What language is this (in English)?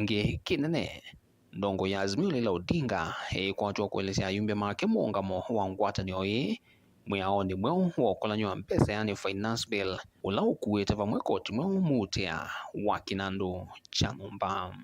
Kamba